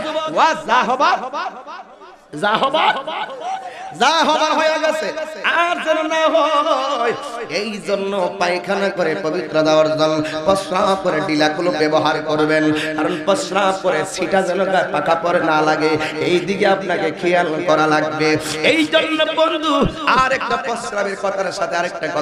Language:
Bangla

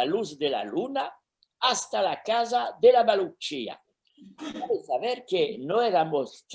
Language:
Ladino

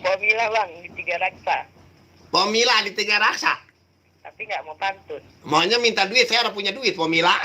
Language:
Betawi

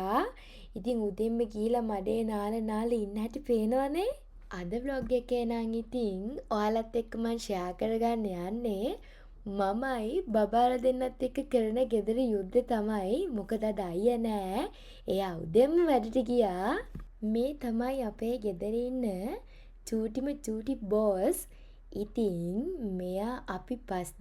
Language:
Sinhala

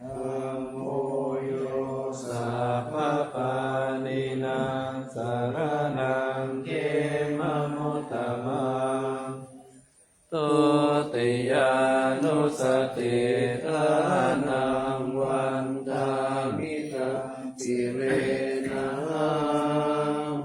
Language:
Pali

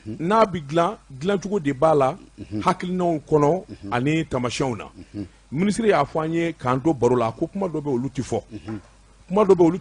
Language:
Bambara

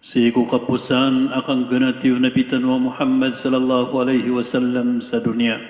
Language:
Maranao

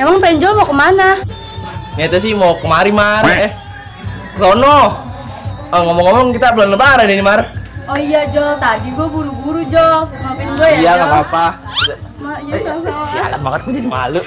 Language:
Betawi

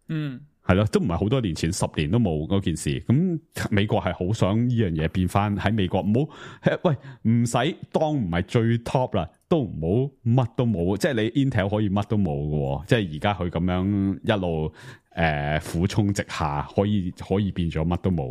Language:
Cantonese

